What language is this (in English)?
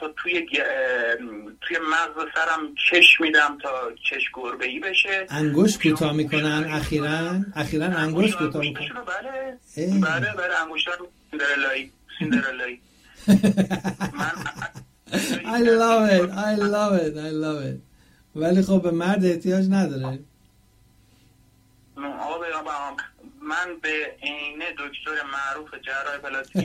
Persian